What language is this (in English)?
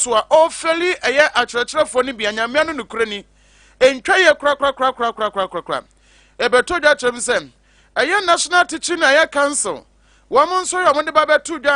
Akan